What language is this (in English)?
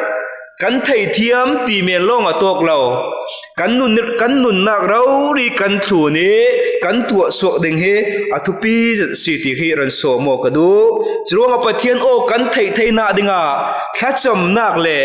Falam Chin